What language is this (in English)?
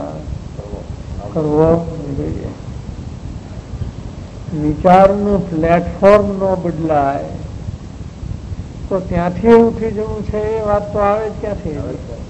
Gujarati